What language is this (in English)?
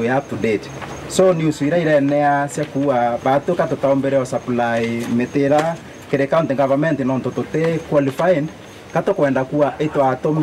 Meru